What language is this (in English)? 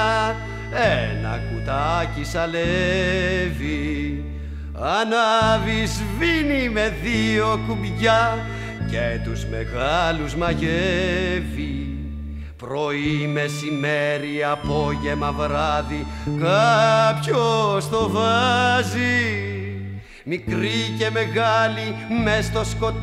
Greek